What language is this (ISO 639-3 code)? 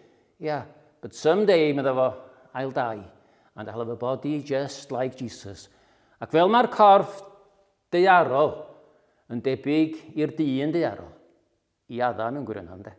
cym